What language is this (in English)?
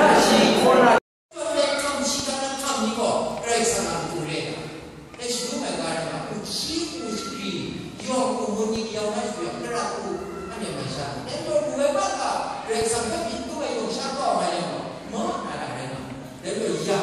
Kachin